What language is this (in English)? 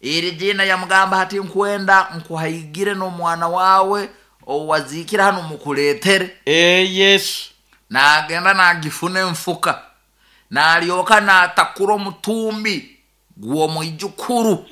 Nyoro